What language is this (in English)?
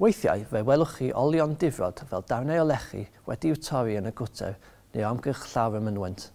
Welsh